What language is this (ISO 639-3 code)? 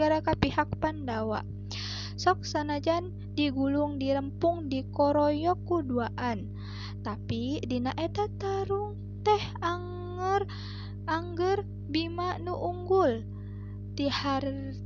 sun